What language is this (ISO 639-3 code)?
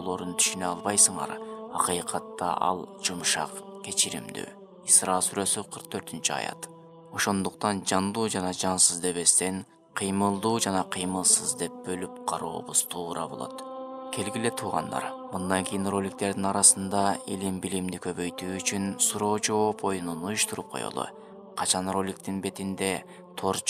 kir